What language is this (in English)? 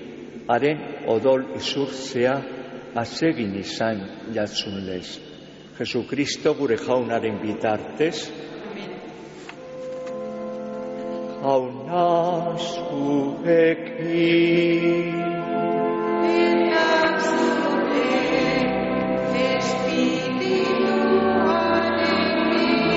Basque